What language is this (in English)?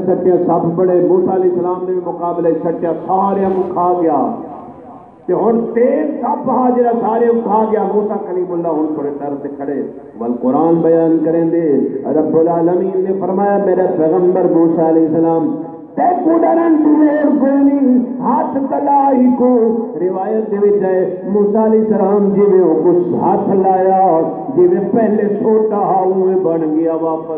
Saraiki